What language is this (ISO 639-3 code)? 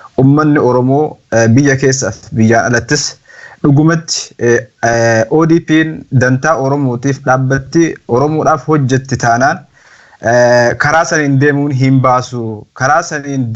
orm